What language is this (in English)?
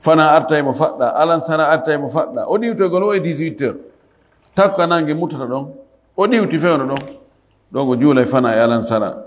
Fula